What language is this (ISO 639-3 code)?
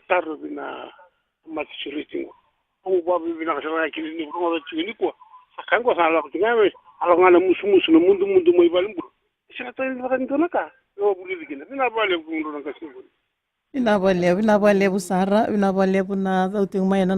fij